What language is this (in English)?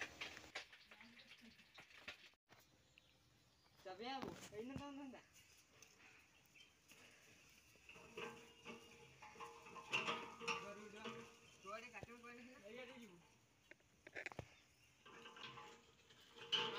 Odia